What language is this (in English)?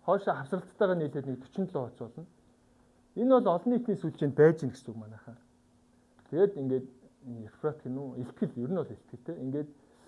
Mongolian